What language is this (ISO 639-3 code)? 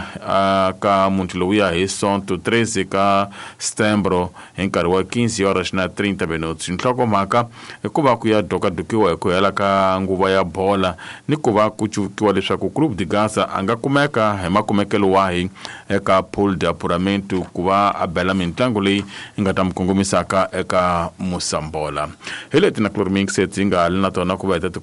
tso